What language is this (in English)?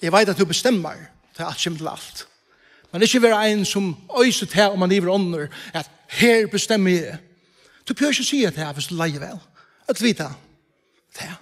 Faroese